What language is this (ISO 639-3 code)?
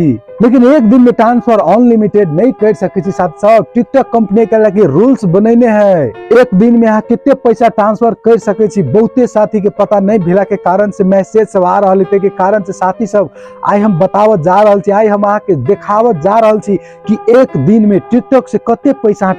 mai